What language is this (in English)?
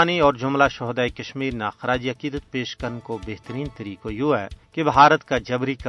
Gujari